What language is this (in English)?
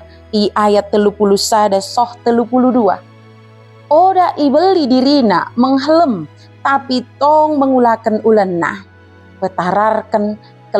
Batak Dairi